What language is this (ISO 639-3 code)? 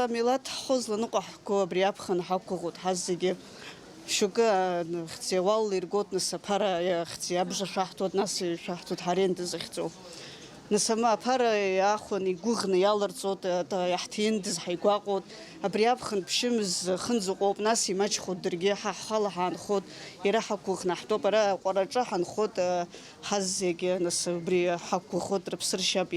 abk